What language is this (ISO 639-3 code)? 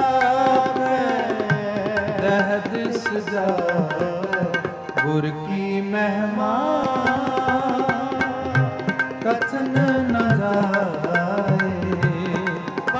pan